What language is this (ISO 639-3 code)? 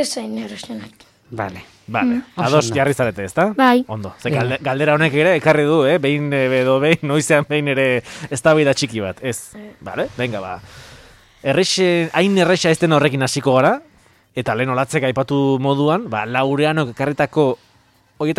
eus